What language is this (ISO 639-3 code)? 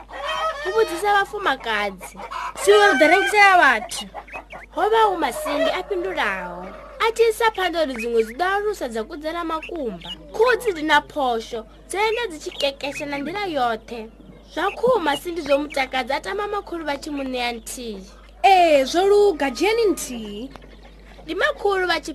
ven